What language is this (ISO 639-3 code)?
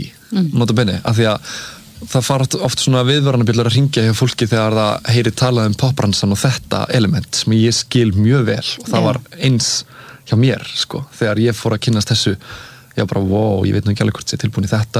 isl